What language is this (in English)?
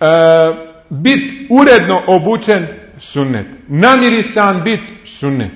Bosnian